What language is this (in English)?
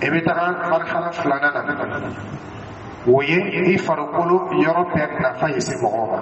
Dyula